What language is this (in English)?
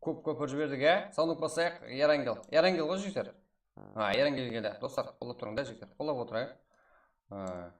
Kara-Kalpak